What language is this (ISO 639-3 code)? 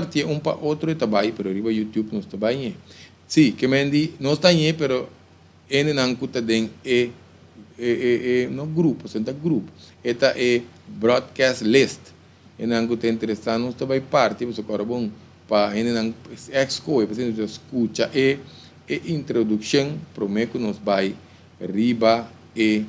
pap